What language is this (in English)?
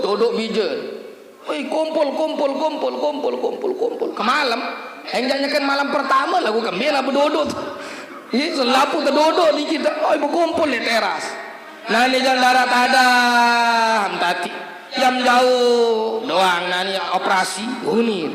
Sasak